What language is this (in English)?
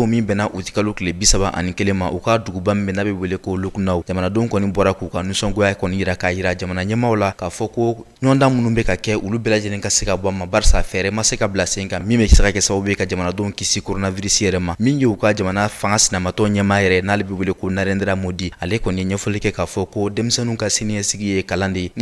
Bambara